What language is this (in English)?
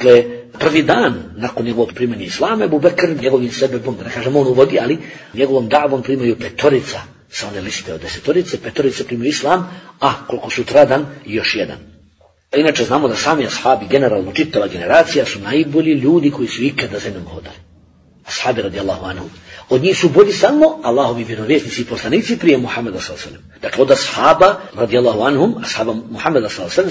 Bosnian